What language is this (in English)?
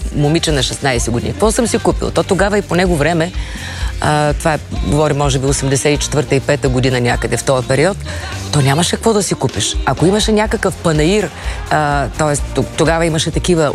Bulgarian